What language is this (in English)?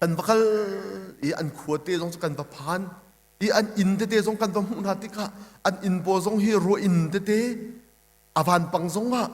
Hakha Chin